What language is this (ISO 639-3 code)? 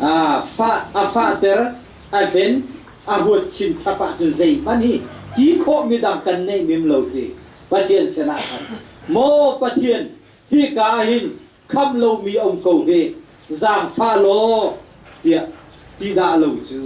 cnh